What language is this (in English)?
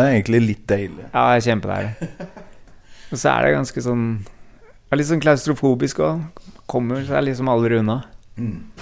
Norwegian